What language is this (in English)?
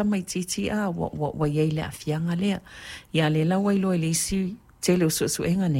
Samoan